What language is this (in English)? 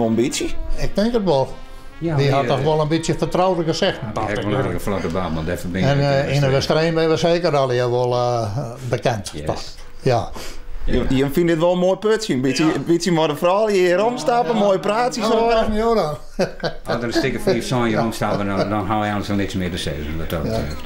Western Frisian